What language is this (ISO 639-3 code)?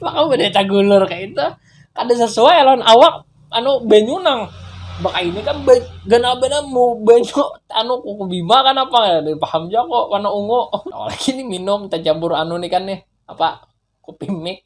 bjn